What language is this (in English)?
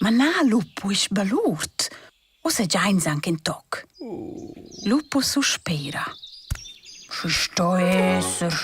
Romansh